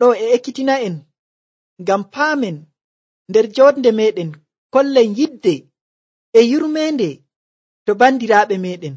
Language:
Nigerian Fulfulde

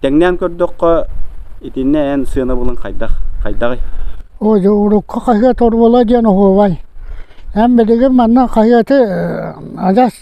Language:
Yakut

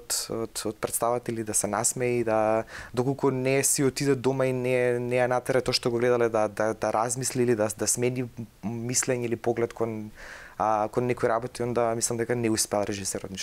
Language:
Macedonian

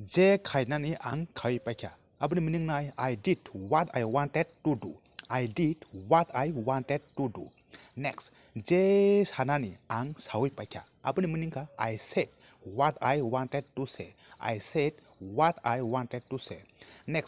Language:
Kok Borok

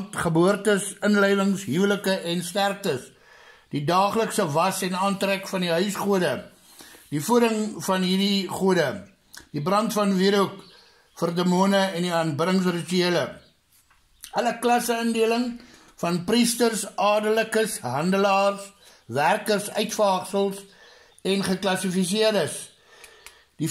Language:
Afrikaans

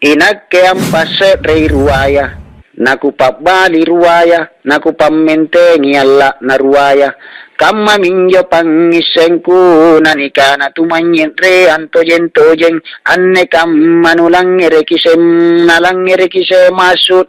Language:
Makasar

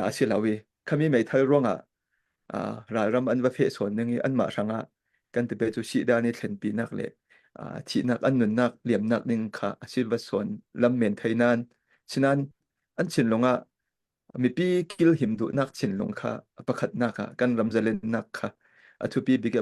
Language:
Falam Chin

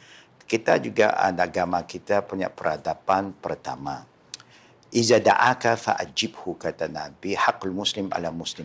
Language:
Malay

